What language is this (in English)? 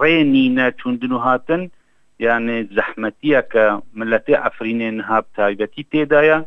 Kurdish